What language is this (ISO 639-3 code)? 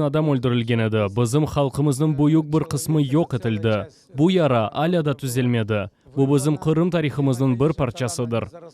crh